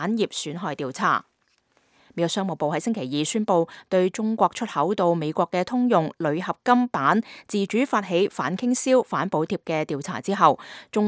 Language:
Cantonese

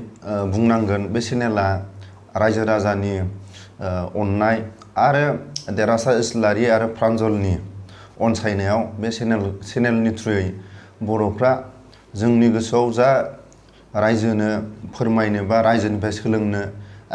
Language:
Bodo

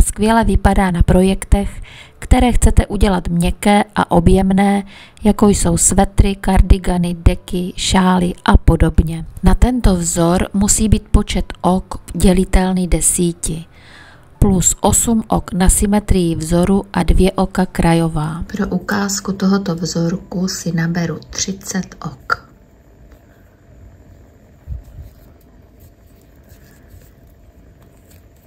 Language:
Czech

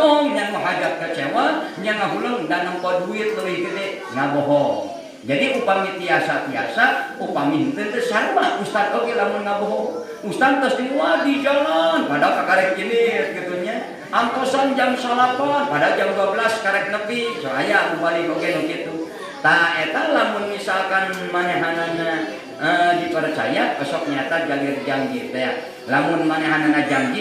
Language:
Sundanese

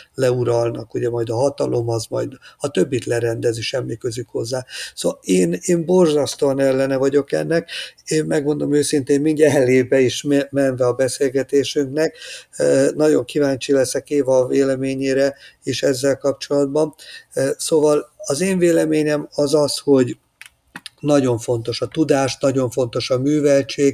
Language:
Hungarian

